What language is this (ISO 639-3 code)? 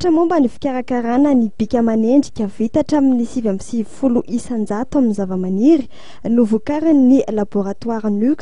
mlg